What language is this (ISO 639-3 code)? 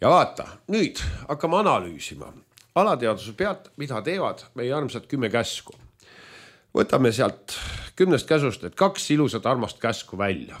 est